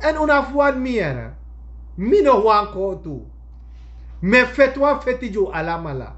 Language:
Sranan Tongo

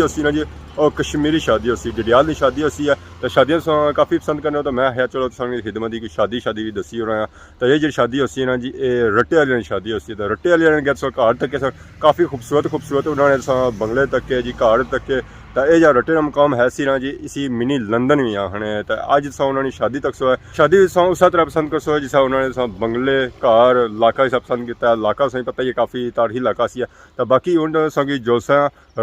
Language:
Pahari-Potwari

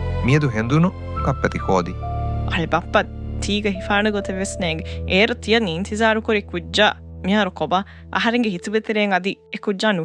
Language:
Divehi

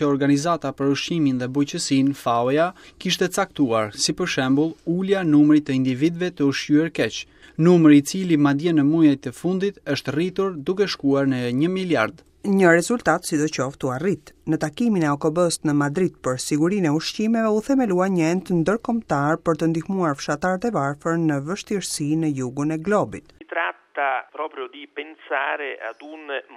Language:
Albanian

